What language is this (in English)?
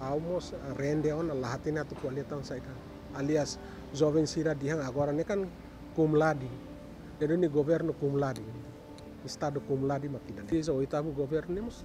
Tetum